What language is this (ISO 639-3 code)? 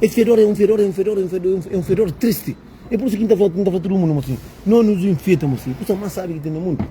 kea